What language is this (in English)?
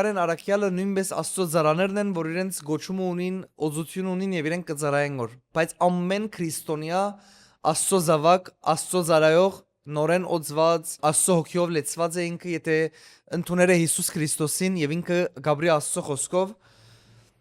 Western Armenian